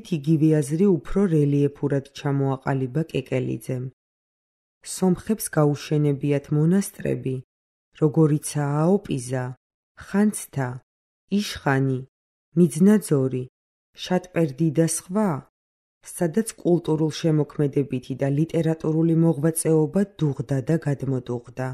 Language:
Georgian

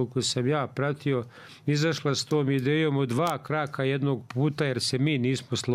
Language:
Bosnian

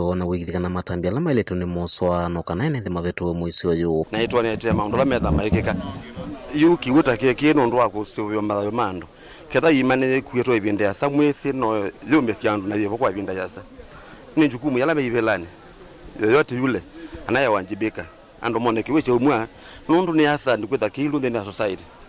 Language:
Kamba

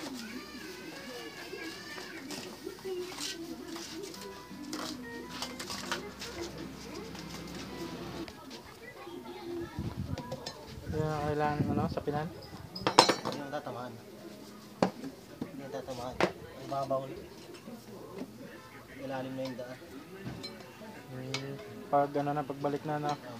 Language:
Filipino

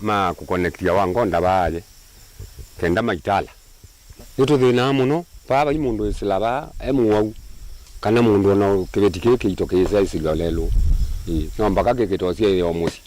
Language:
Kamba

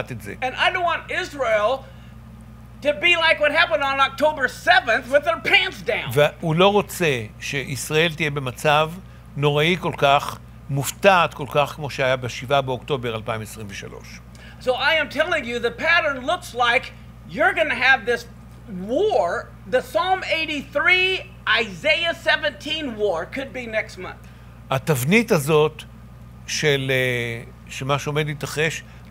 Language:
Hebrew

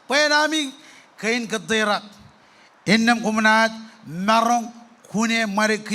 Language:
Marshallese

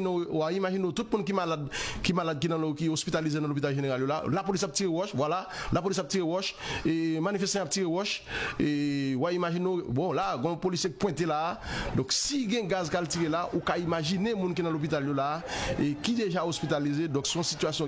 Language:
Haitian Creole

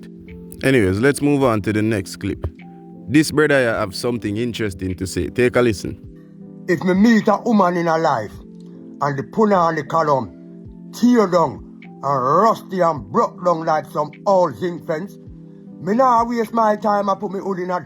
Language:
Jamaican Creole English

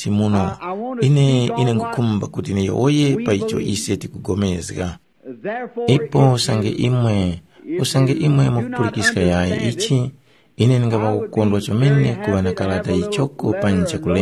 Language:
Tumbuka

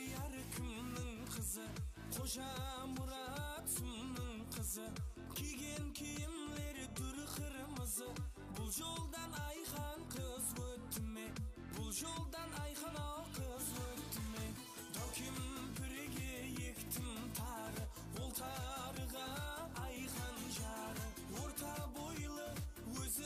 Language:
Kara-Kalpak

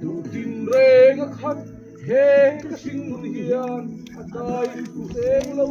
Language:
Mizo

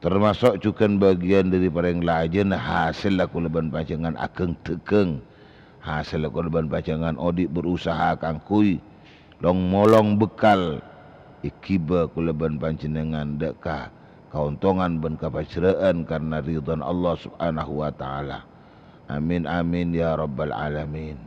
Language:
Madurese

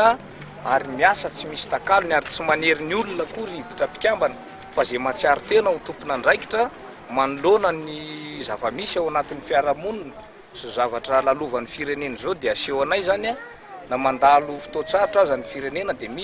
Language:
Malagasy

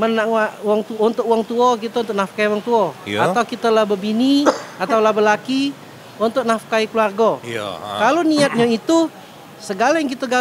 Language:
Musi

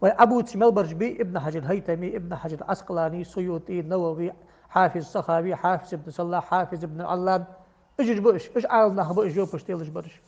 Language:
Ingush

